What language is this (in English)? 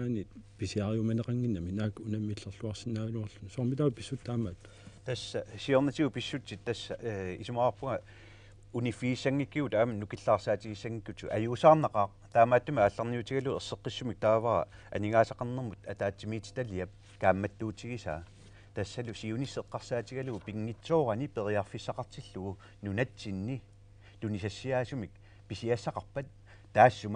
Kalaallisut